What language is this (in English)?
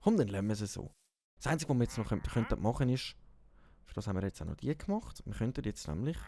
Swiss German